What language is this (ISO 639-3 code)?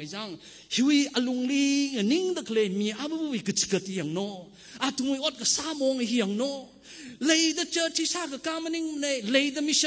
nmf